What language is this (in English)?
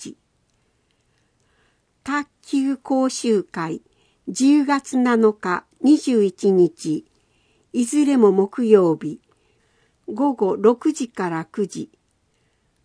Japanese